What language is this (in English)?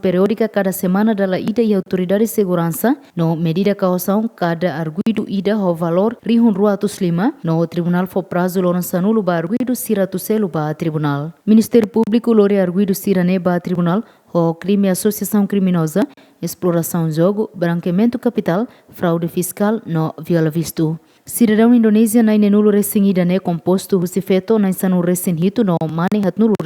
Tetum